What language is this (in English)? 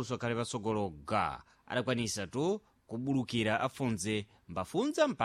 Sena